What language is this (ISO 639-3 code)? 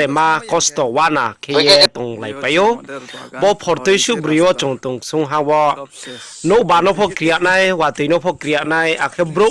ria